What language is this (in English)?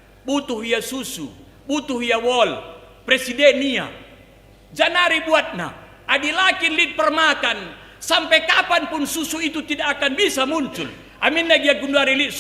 Batak Karo